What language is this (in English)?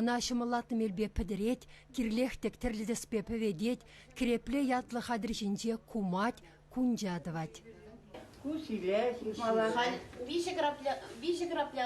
Chuvash